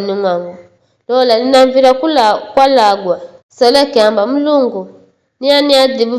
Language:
Giryama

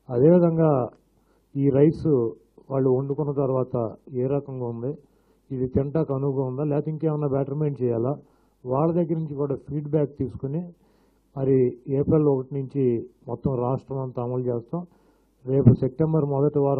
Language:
Telugu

